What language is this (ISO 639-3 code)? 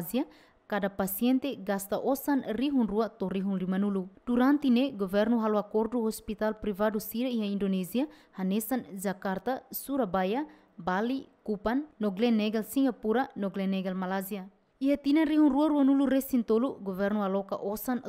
tet